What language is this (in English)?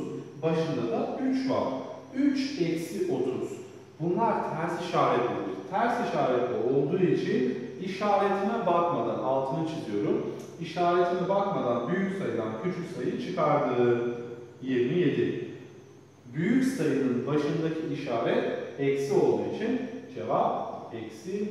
Turkish